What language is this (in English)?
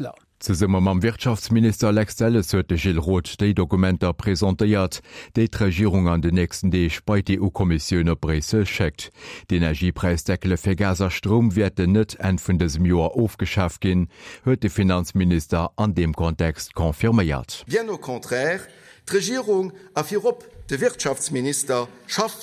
Luxembourgish